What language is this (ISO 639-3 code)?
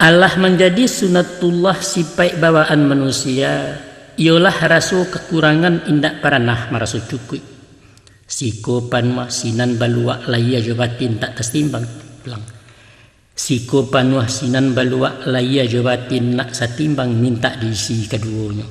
min